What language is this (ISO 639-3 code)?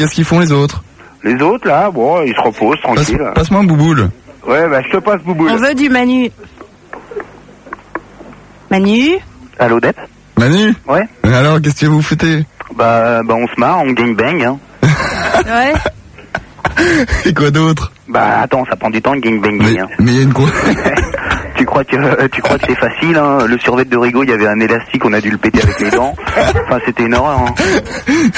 fra